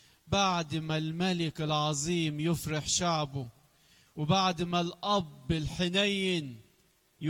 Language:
Egyptian Arabic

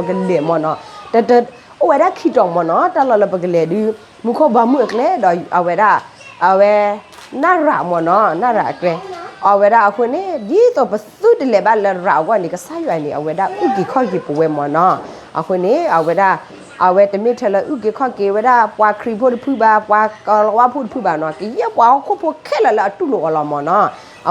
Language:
S'gaw Karen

